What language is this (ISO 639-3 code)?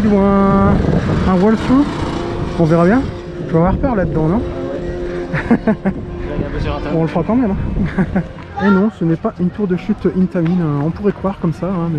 fra